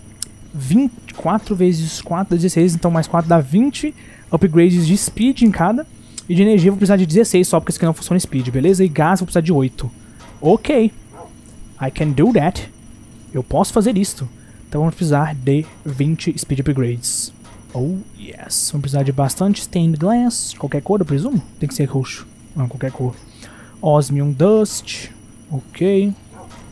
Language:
Portuguese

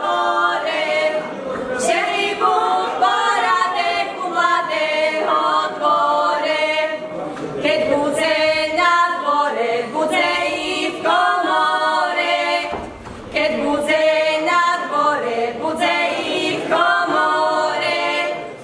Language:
Slovak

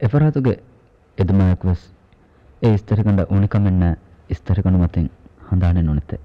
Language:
Divehi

